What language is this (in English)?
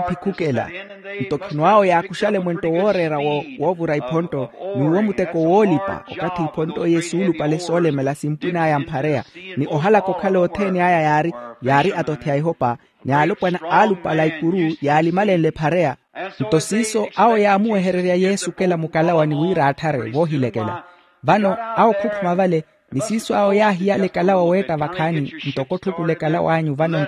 Makhuwa